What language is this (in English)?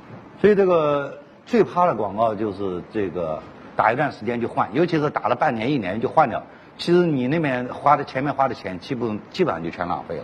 Chinese